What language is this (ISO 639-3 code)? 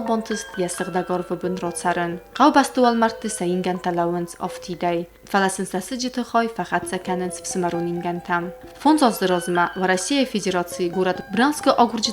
oss